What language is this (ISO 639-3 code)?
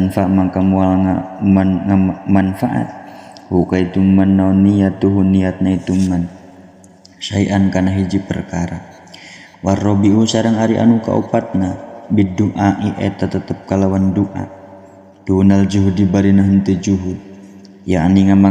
sun